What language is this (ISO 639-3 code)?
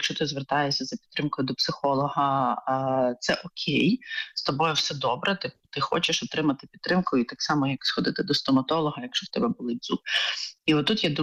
ukr